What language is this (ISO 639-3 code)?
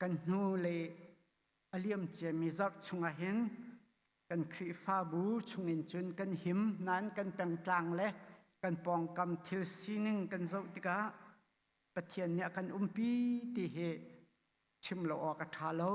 cnh